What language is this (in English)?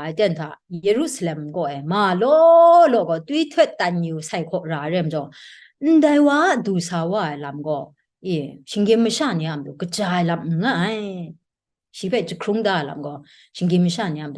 Kachin